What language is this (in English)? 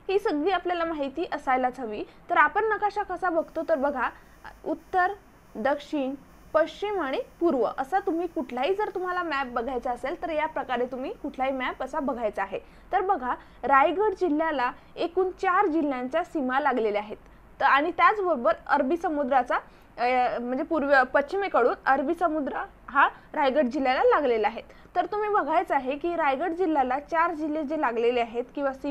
Marathi